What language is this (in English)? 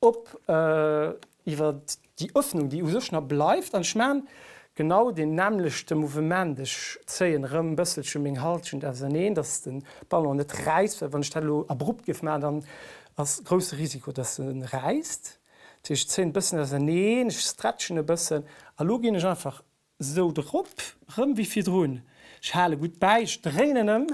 Luxembourgish